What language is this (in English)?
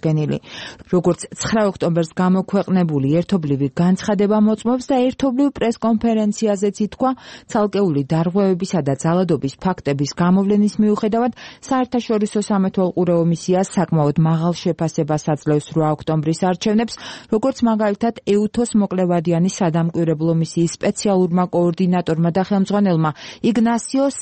Georgian